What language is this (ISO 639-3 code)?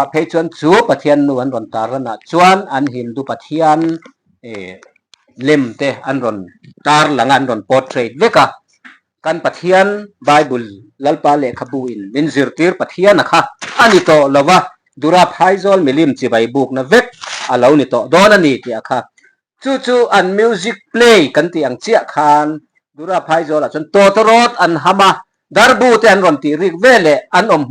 lus